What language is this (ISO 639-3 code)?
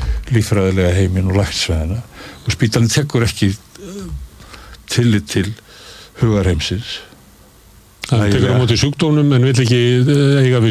isl